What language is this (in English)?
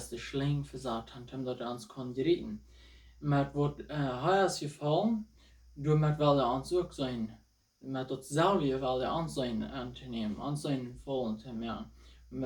Plautdietsch